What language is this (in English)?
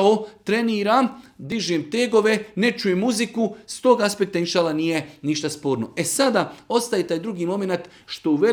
Bosnian